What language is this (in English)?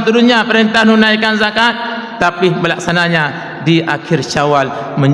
Achinese